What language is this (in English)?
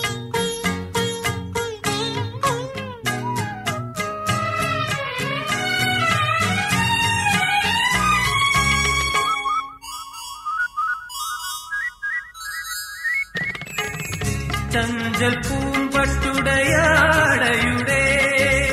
Malayalam